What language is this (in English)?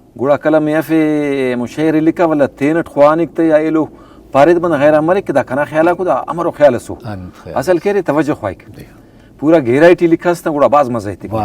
Brahui